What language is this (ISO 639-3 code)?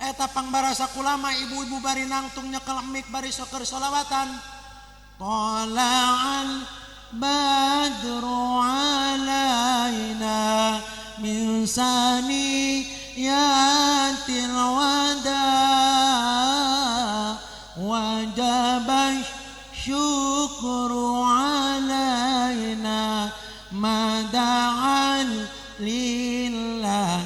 sun